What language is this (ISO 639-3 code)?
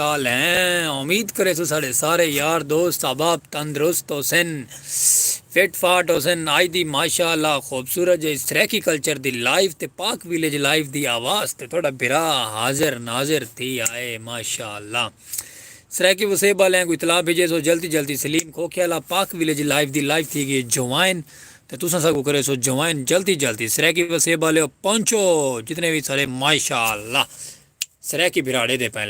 skr